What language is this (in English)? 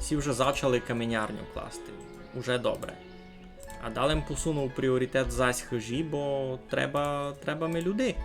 Rusyn